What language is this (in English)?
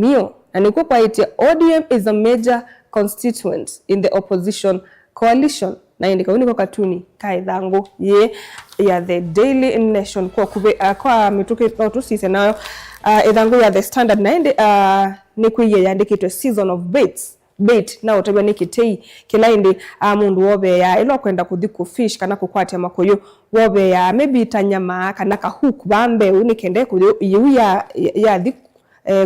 Kamba